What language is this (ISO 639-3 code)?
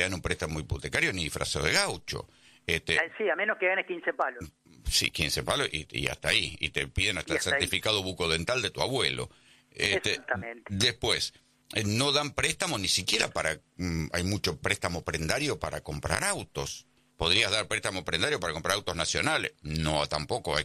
spa